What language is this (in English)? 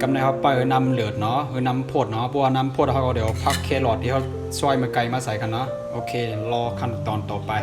Shan